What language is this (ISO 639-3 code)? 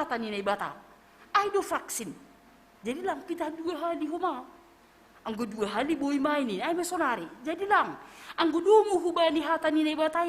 bts